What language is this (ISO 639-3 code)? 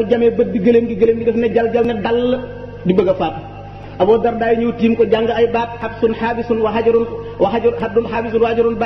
wol